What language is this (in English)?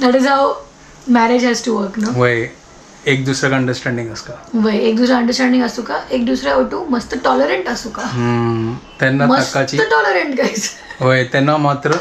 Konkani